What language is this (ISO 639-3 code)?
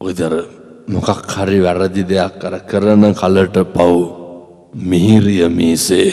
sin